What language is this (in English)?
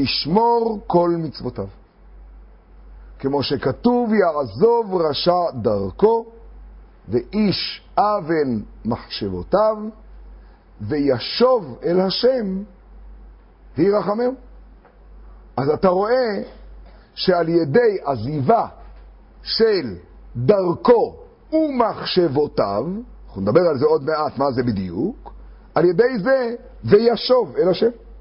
Hebrew